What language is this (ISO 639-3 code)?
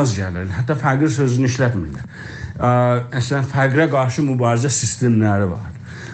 azb